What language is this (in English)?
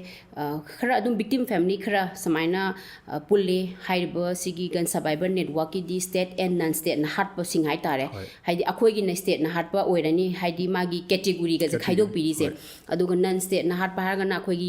Manipuri